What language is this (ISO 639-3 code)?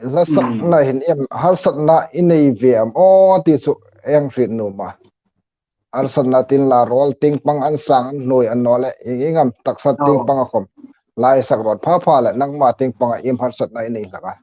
hmr